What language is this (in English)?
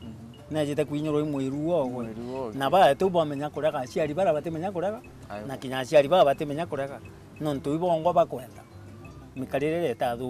Meru